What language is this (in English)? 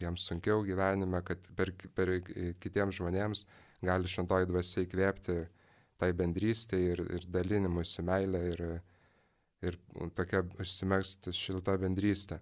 Lithuanian